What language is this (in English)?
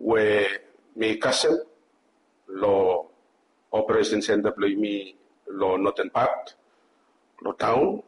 Bislama